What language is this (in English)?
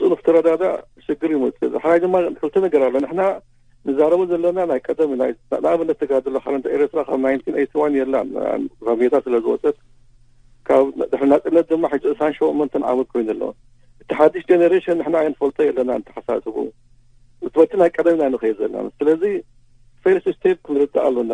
Tigrinya